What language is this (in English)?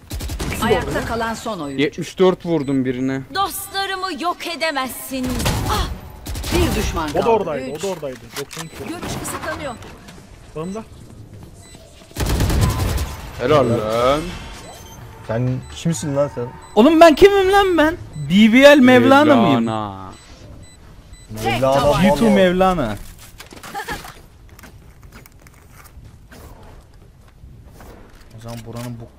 Turkish